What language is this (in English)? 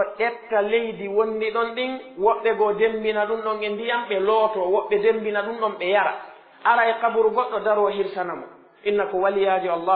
Pular